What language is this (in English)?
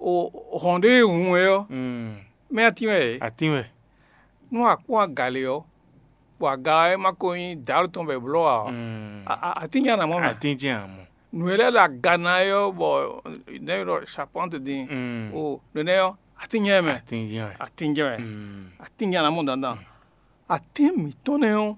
Fon